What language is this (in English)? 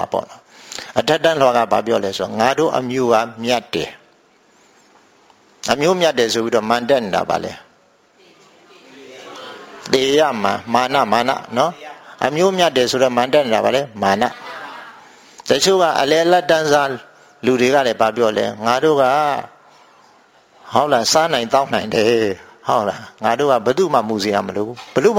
Burmese